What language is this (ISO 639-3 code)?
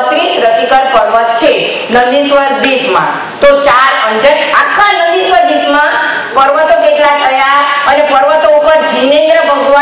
guj